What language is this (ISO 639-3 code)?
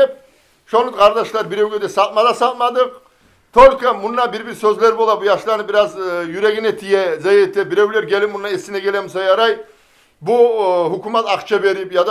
kum